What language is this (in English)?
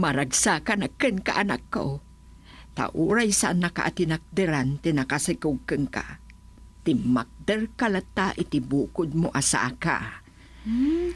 Iloko